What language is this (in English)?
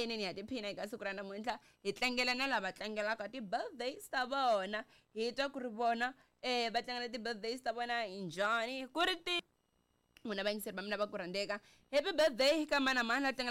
Tsonga